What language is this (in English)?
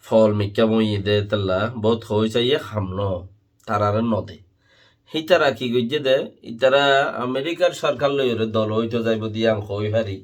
Rohingya